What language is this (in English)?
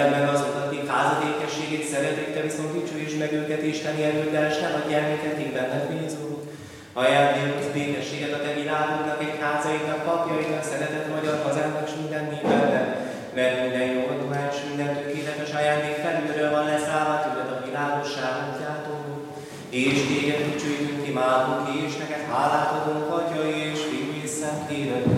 Hungarian